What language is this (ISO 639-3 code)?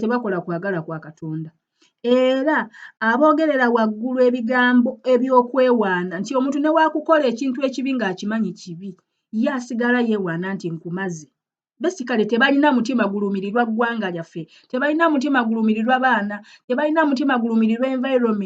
lug